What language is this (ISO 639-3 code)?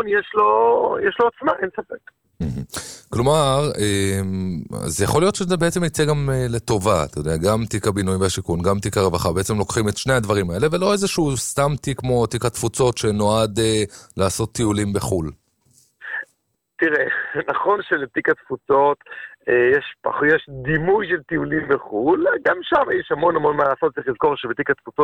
heb